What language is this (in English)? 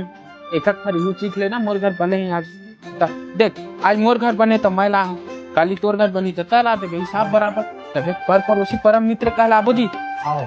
Chhattisgarhi